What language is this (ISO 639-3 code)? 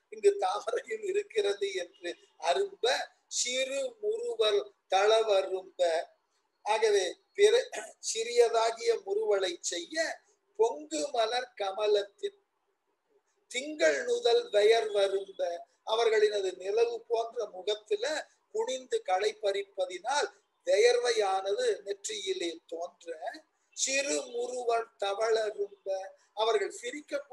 tam